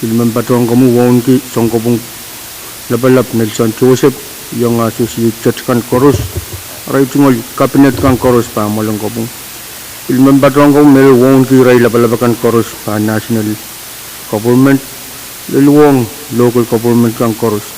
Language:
Pohnpeian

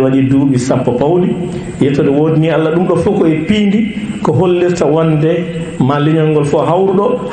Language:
Fula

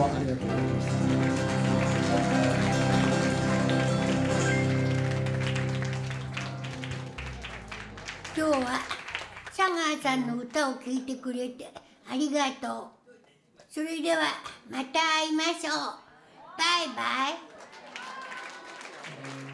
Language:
Japanese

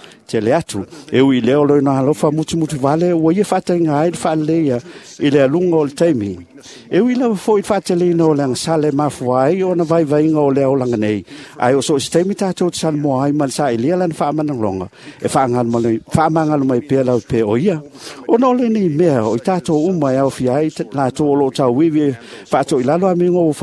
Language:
Samoan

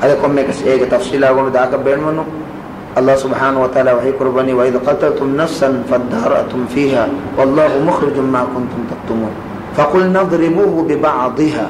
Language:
Divehi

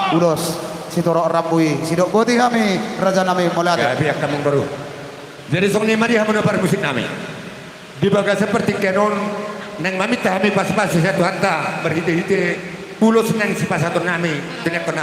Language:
Batak Toba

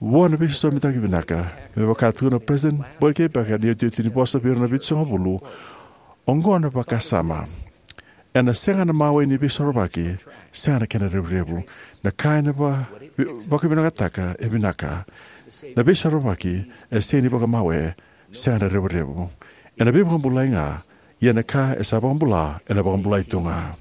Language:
Fijian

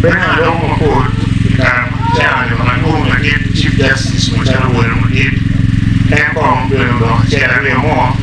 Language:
Acoli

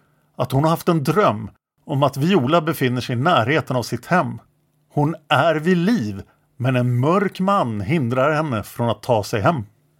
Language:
Swedish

